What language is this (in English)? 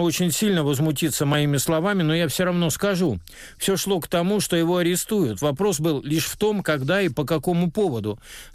Russian